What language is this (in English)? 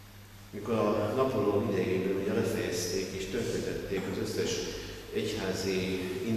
Hungarian